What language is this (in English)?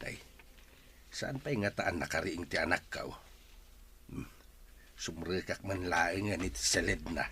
Iloko